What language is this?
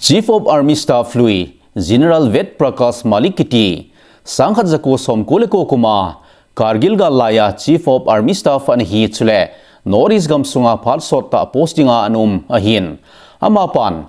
Thado Chin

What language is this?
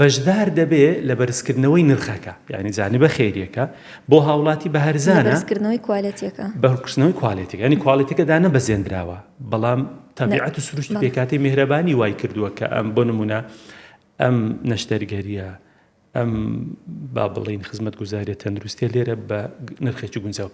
Central Kurdish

